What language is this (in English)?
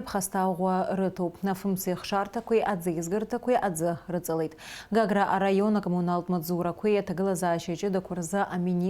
Abkhazian